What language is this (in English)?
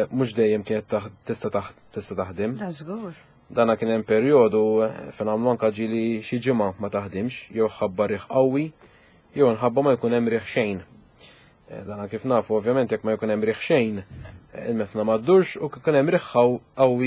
Maltese